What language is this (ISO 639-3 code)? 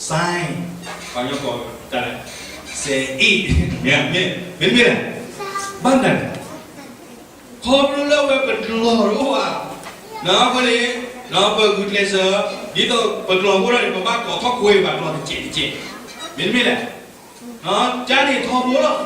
ksw